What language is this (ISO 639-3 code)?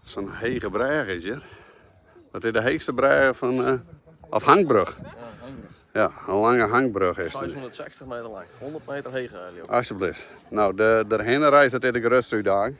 fry